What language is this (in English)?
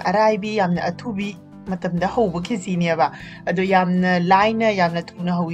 Manipuri